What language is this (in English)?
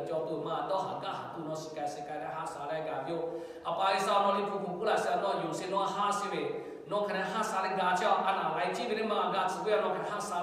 Lahu